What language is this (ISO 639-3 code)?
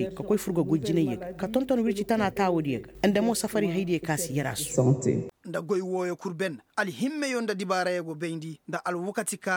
ses